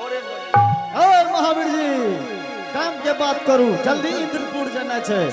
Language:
Angika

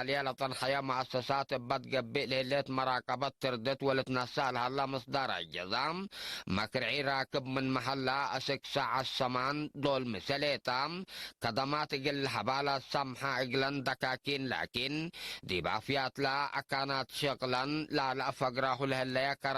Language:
Tigre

